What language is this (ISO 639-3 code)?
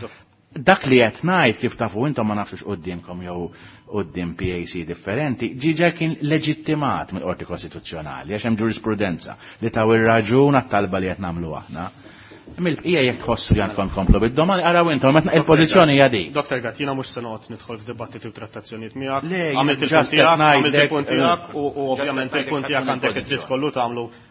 mlt